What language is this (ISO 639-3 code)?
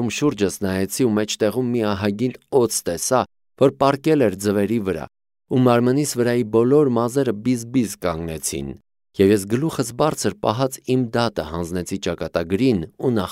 hye